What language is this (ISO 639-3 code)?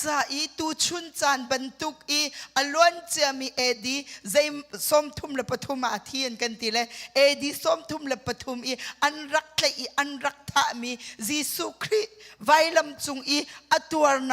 cnh